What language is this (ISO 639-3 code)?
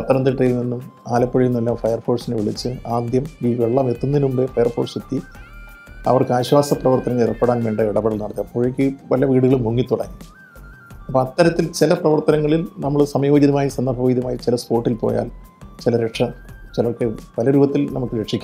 mal